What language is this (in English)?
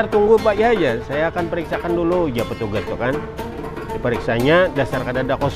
Banjar